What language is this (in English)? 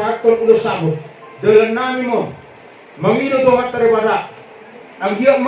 Batak Toba